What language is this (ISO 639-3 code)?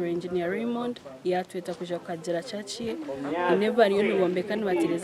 nyn